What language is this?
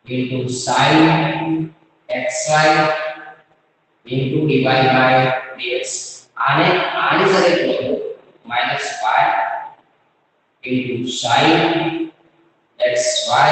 Gujarati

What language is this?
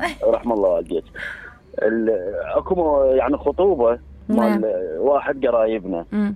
Mesopotamian Arabic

